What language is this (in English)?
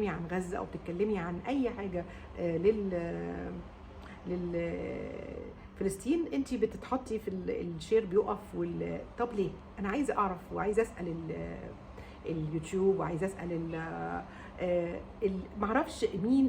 Egyptian Arabic